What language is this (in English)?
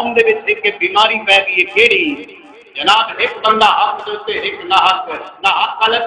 Saraiki